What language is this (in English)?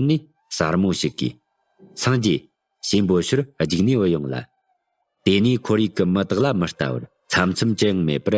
Tibetan